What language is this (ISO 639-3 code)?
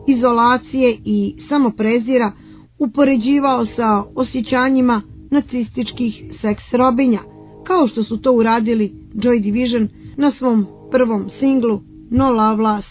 bos